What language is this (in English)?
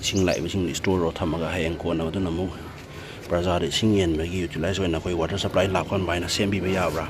Manipuri